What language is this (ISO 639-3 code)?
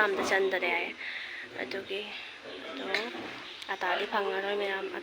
mni